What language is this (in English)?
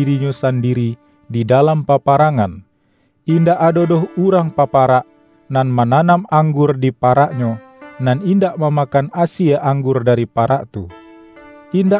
Minangkabau